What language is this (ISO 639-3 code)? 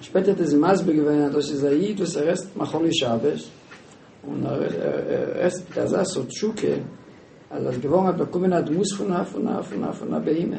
yid